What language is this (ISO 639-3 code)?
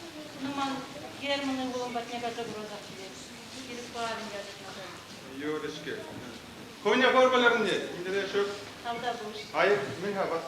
chv